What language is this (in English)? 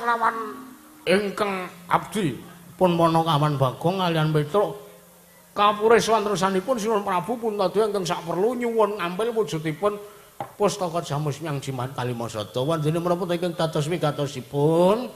Javanese